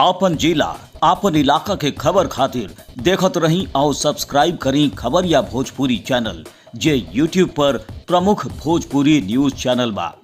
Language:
Bhojpuri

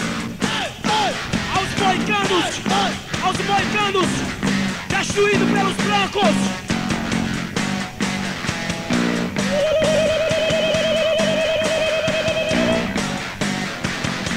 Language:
Portuguese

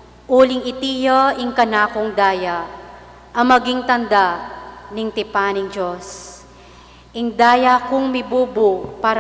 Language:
Pampanga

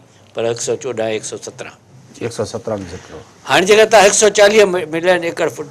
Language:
Sindhi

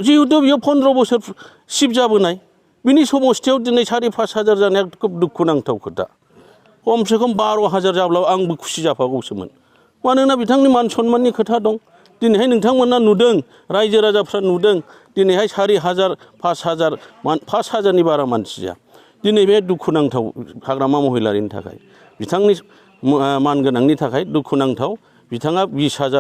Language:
Bodo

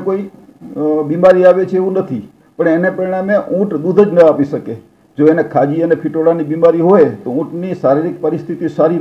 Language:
Gujarati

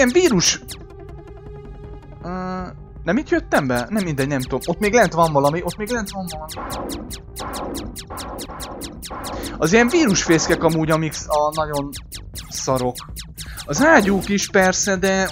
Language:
Hungarian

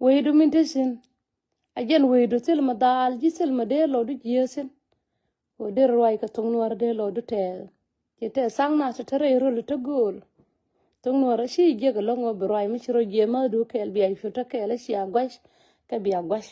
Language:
Nuer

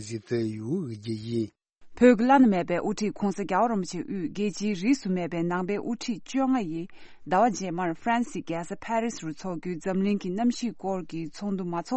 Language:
Tibetan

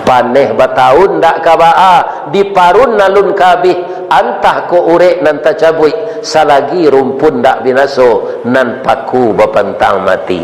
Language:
Minangkabau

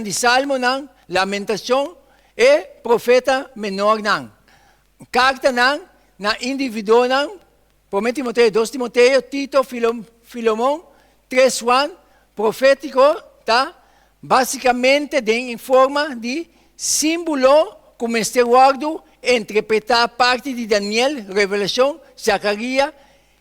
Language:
Papiamento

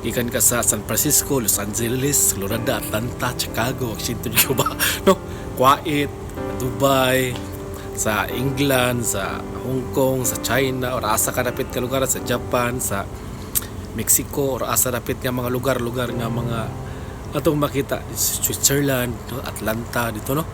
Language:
Cebuano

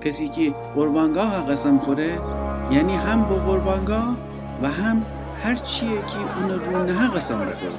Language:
Gilaki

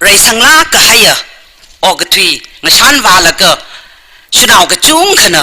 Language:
Tangkhul Naga (India)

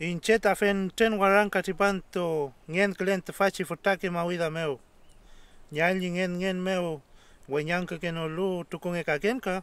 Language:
Mapuche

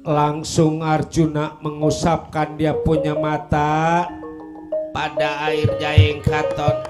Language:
Betawi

